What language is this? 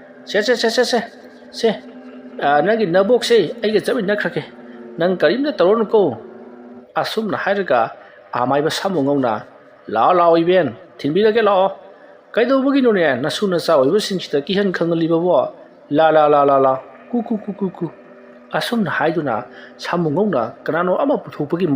Manipuri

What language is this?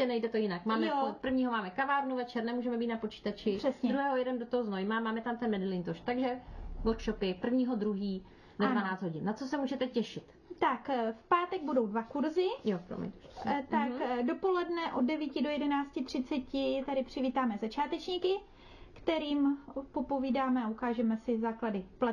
Czech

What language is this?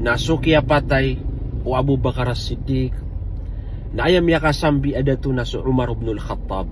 Maranao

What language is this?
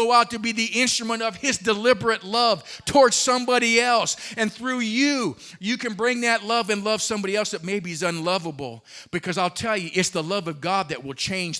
English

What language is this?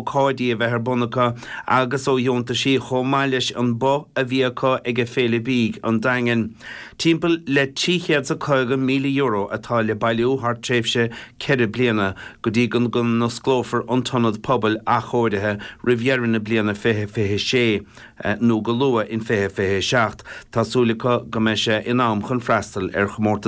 Irish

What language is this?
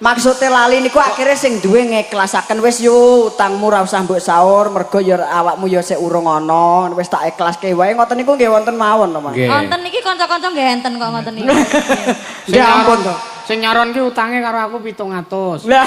Javanese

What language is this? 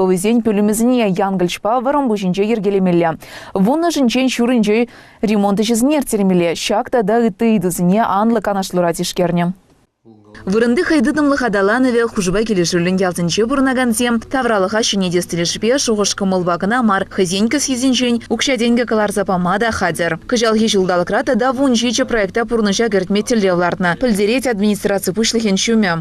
Chuvash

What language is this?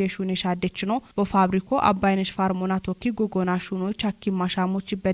Kafa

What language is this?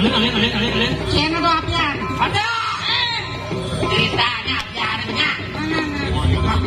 Balinese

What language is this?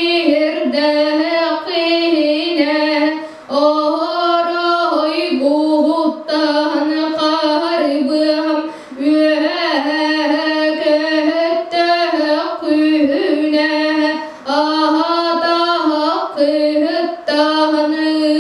Yakut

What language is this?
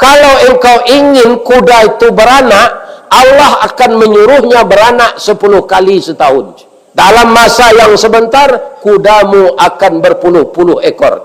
Minangkabau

